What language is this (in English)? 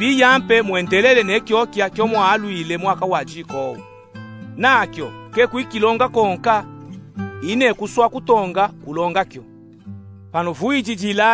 Luba-Katanga